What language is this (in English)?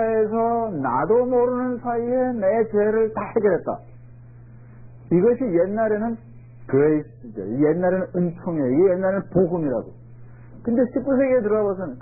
Korean